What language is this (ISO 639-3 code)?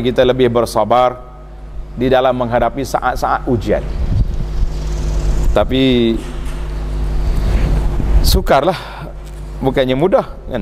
msa